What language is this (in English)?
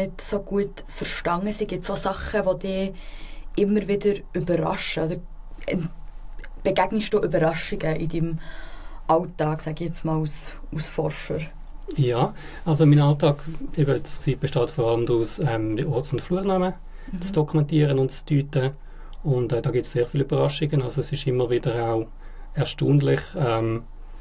Swiss German